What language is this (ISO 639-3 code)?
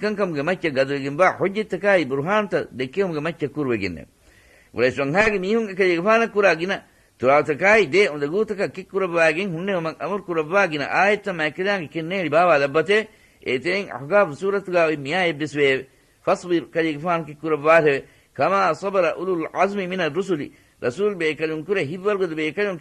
div